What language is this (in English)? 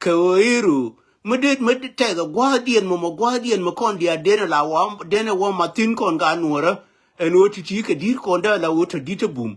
Nuer